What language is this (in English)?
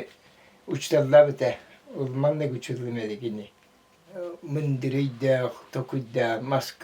Yakut